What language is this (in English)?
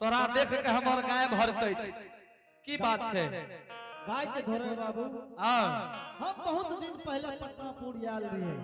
Angika